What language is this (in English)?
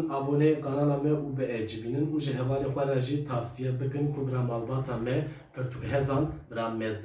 Kurdish